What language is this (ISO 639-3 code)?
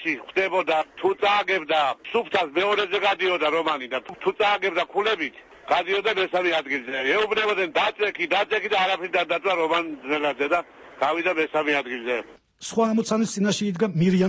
kat